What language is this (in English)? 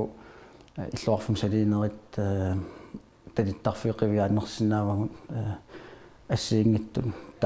Kalaallisut